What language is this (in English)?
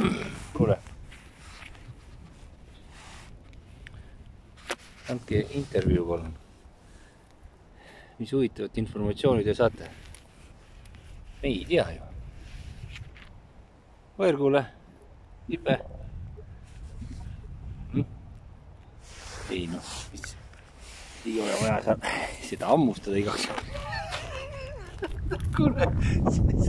Estonian